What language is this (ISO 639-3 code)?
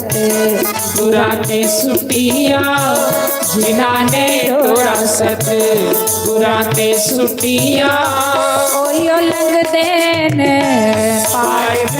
doi